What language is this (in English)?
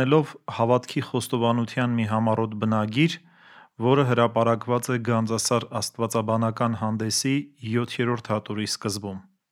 Armenian